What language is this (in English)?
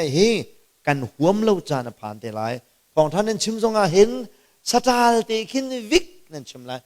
Hakha Chin